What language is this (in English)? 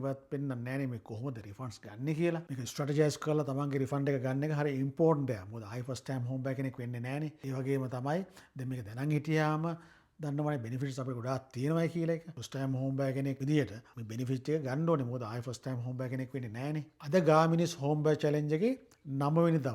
Sinhala